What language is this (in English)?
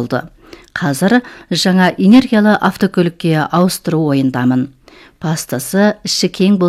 Kazakh